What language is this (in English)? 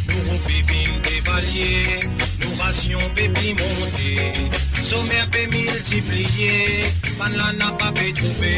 Morisyen